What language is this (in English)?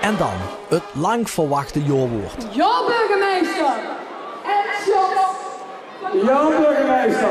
Limburgish